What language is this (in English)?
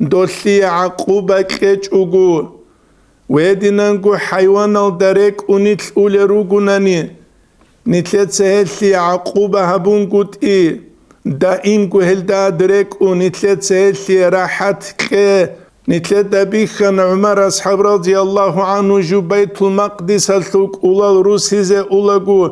Avaric